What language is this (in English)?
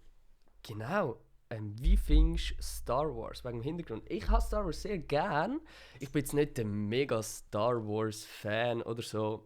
Swiss German